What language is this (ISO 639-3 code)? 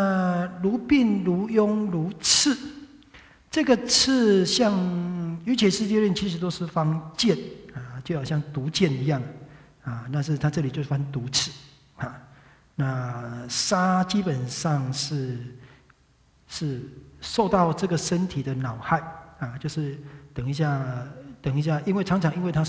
zho